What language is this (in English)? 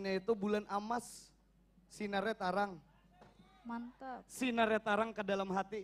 Banjar